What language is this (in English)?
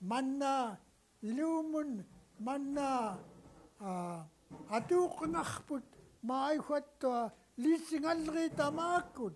Central Yupik